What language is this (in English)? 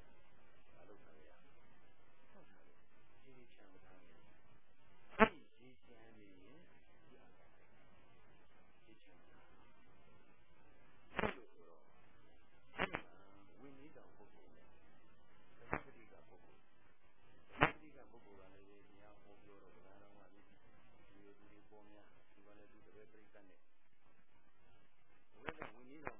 Burmese